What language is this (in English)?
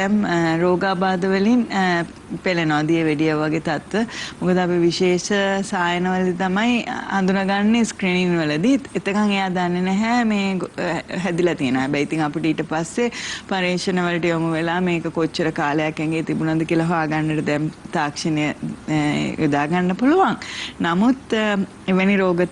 Sinhala